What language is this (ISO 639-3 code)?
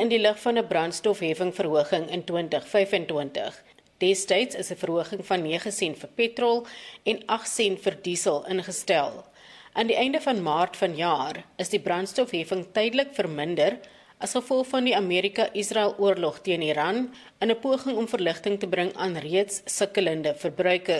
afr